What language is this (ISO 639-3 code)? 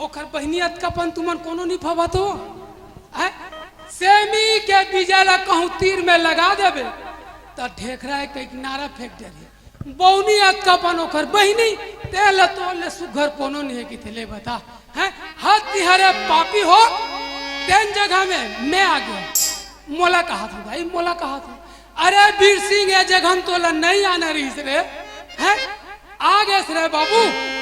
hne